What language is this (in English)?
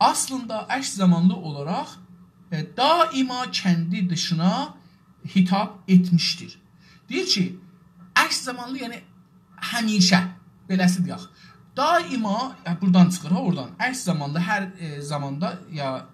South Azerbaijani